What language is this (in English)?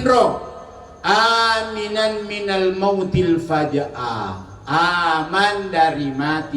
Buginese